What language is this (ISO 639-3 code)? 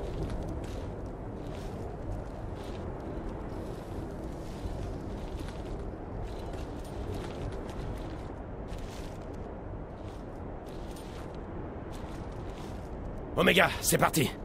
fra